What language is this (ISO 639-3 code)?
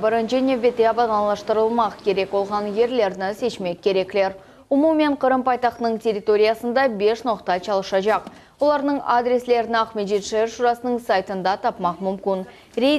crh